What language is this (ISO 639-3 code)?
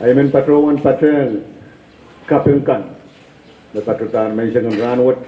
pon